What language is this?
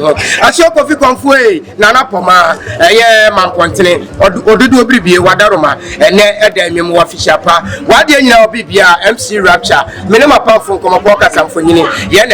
Akan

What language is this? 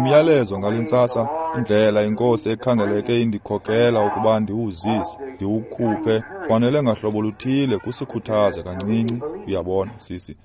Xhosa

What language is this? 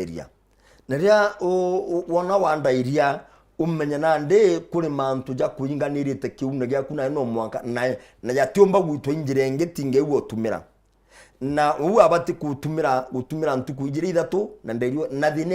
Meru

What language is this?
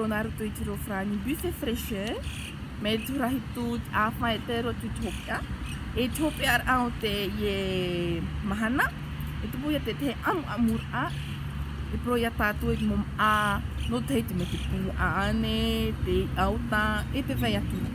Tahitian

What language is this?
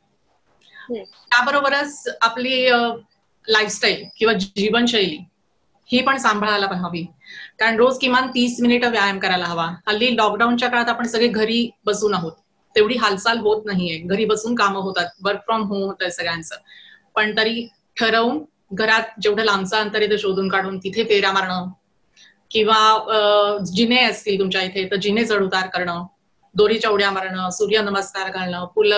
Marathi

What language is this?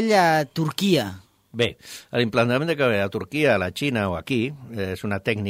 Catalan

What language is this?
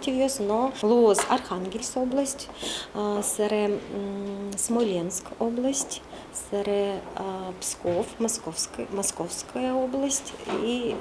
Udmurt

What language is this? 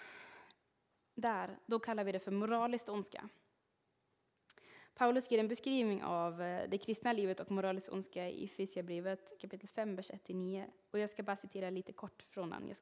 Swedish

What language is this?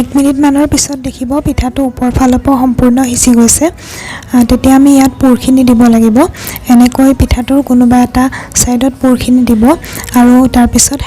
Assamese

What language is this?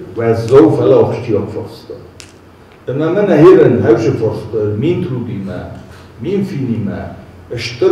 Ossetic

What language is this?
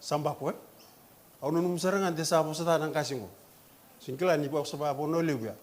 Fijian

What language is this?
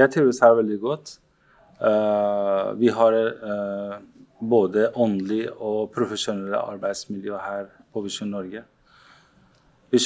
Norwegian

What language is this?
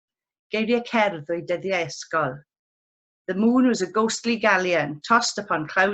Welsh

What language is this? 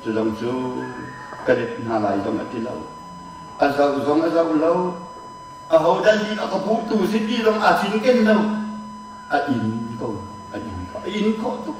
Hakha Chin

